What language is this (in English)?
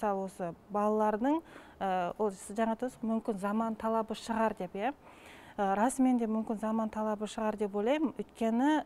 Kazakh